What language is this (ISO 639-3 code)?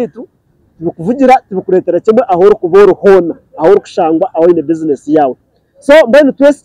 nyn